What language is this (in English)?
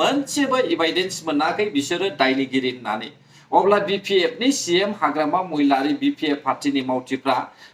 Bodo